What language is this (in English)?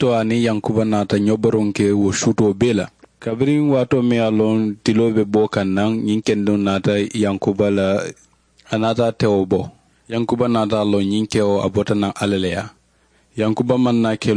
Mandingo